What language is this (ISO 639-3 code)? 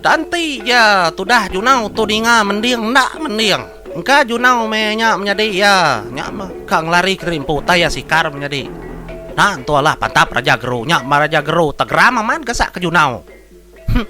iba